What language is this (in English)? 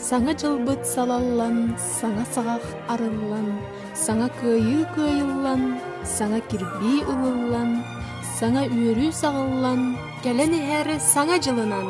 Yakut